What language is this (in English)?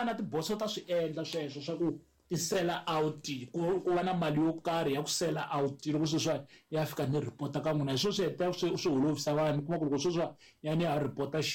Tsonga